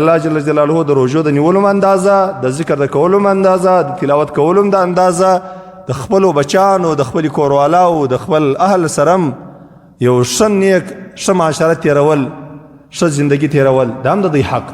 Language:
Pashto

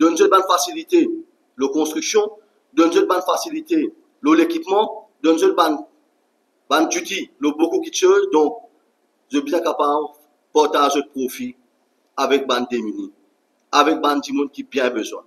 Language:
Morisyen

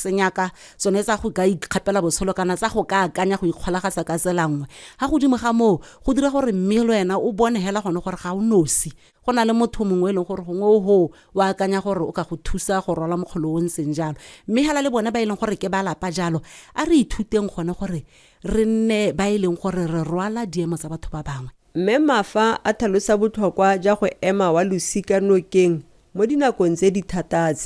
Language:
Tswana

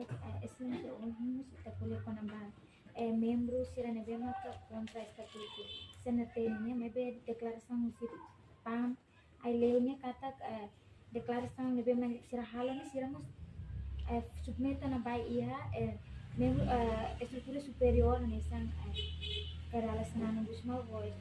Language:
Tetum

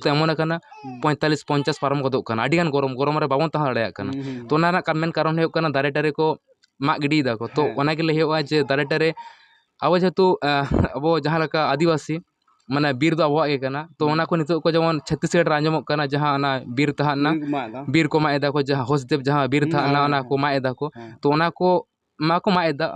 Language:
Santali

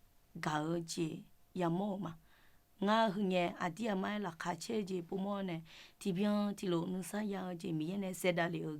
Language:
Akha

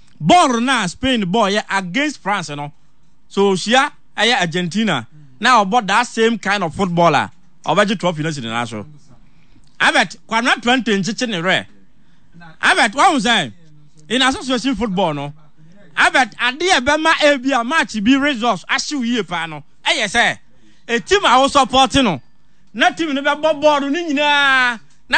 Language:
Akan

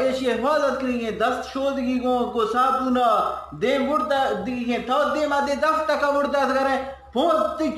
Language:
Eastern Balochi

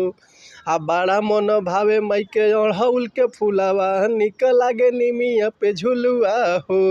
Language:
Bhojpuri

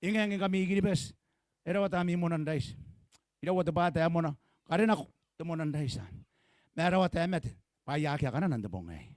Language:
Gilbertese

